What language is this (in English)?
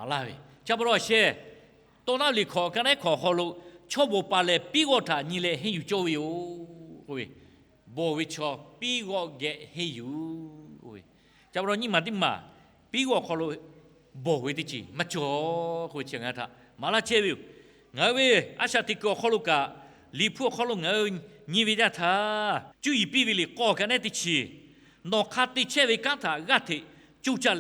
Lahu